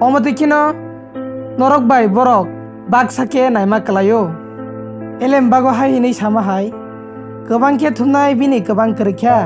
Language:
Kok Borok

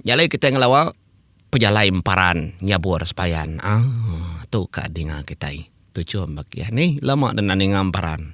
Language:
Iban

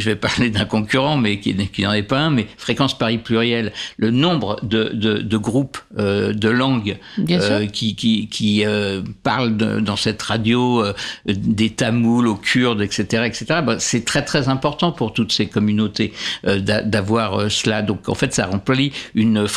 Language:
French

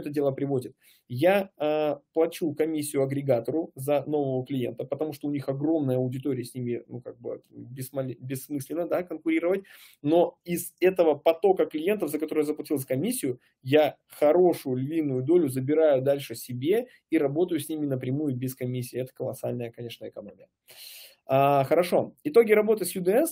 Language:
Russian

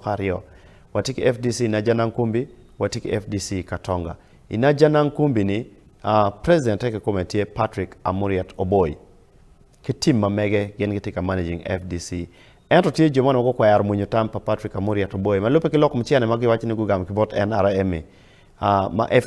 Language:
Acoli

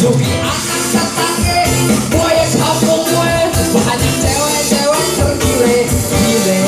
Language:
Betawi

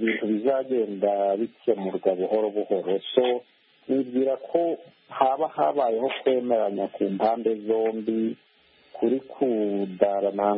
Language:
Kinyarwanda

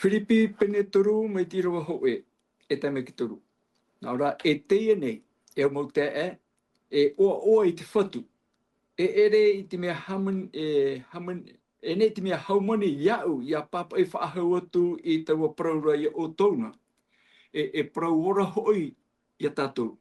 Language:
Tahitian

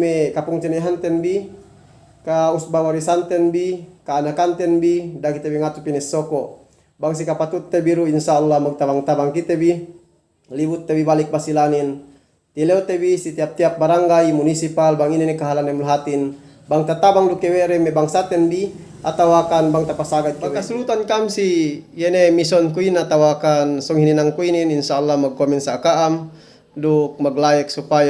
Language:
Yakan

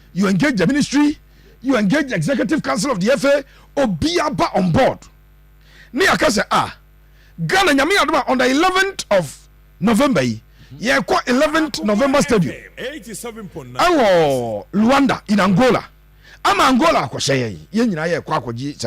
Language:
Akan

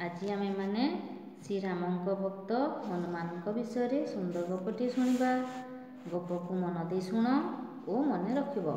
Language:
Odia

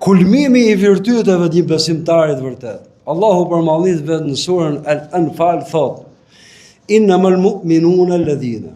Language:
Albanian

